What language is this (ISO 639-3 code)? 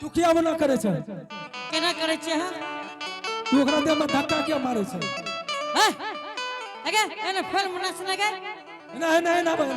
anp